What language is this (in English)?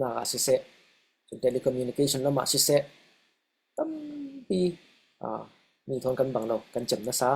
Falam Chin